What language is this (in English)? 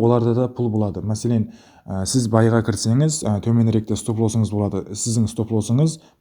Kara-Kalpak